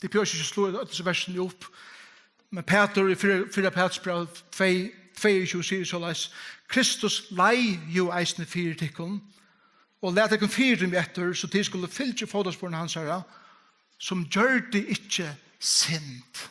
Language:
Faroese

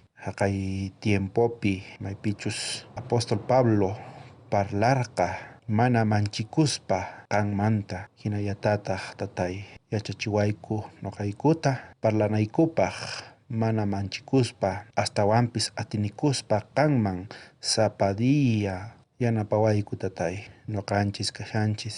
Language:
South Bolivian Quechua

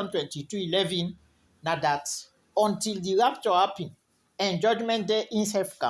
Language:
Krio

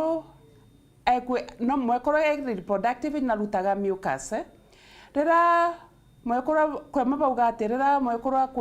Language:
Meru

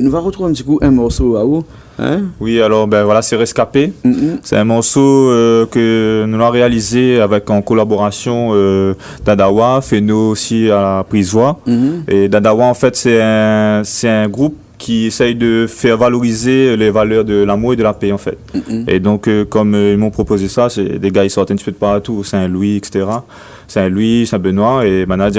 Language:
Réunion Creole French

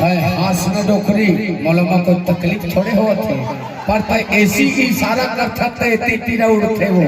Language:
Chhattisgarhi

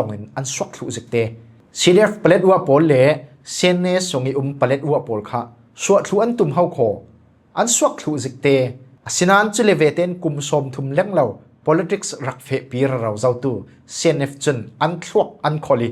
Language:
Falam Chin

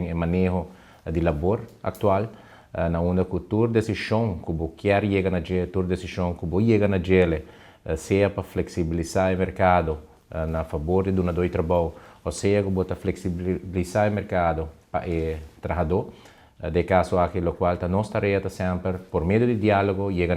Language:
Papiamento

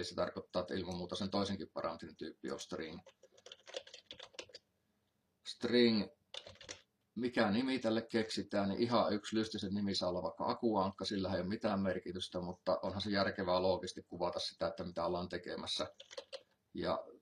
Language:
Finnish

